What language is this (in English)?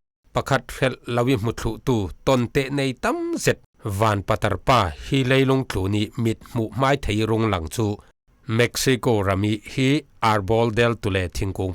Falam Chin